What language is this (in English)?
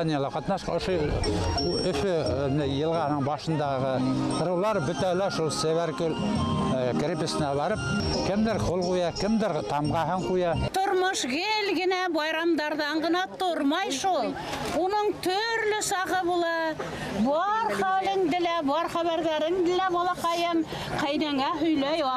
Bashkir